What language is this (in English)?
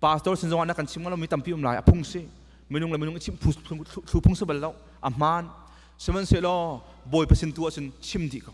Hakha Chin